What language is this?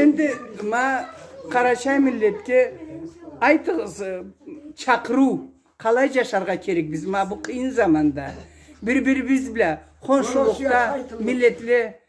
Karachay-Balkar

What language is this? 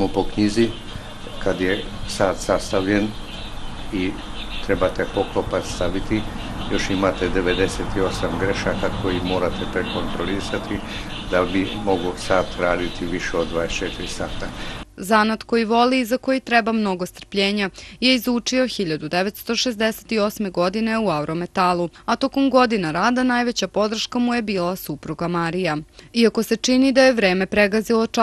Serbian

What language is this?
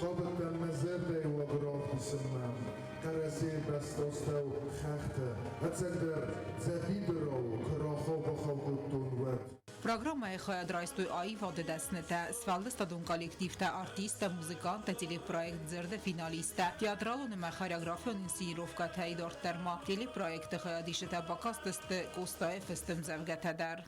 Ossetic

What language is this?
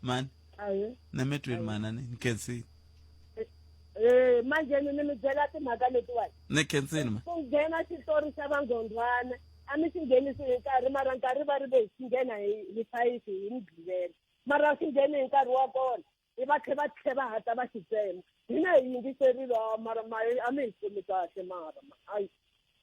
Tsonga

